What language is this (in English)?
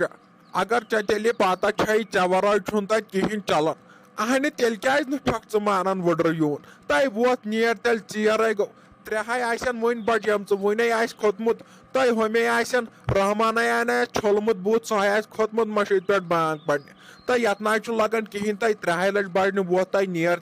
Kashmiri